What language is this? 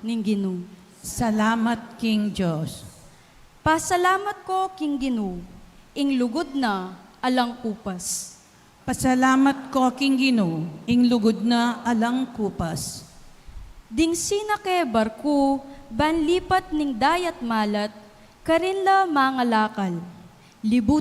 Pampanga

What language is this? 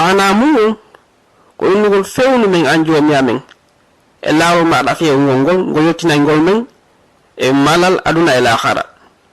Fula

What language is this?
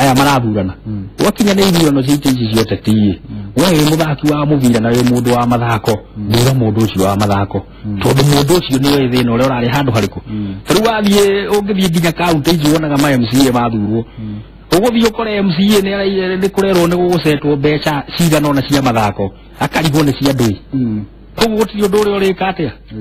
Kikuyu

